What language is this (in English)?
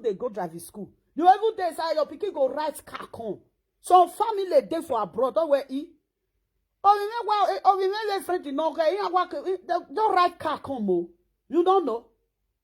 Nigerian Pidgin